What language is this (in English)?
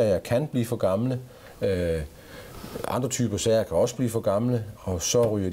Danish